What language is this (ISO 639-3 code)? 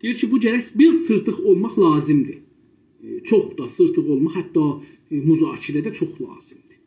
azb